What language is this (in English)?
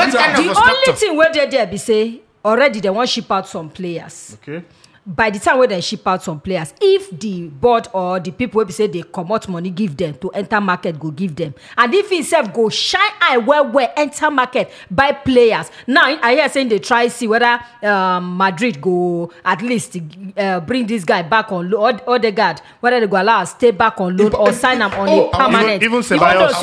Nigerian Pidgin